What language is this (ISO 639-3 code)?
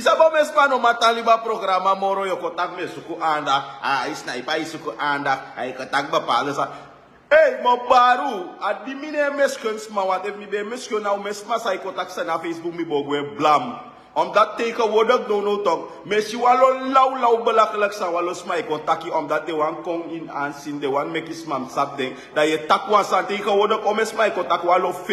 srn